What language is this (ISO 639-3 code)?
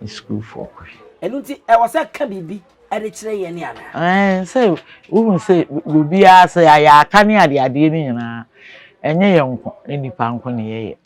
aka